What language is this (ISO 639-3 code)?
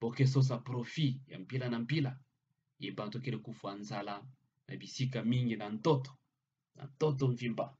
ktu